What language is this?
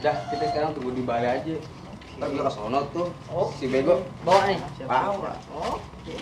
Betawi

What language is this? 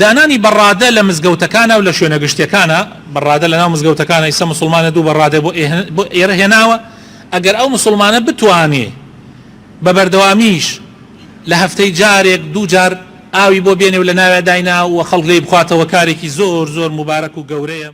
Central Kurdish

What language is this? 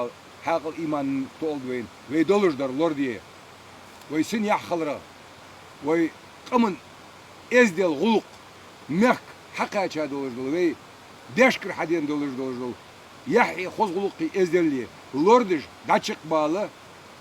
Ingush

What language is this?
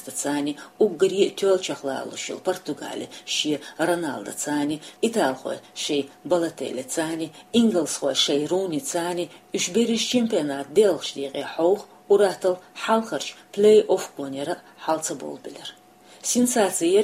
Chechen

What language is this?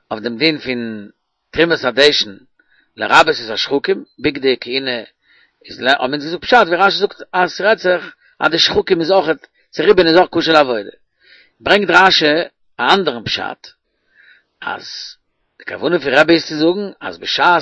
Yiddish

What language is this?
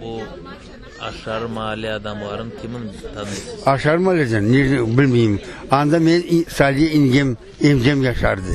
Crimean Tatar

